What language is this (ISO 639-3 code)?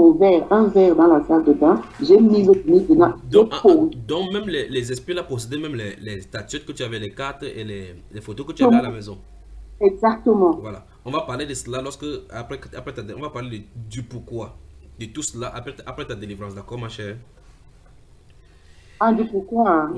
fra